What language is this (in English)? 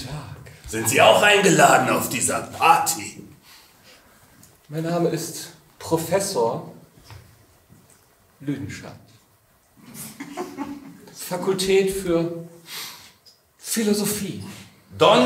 German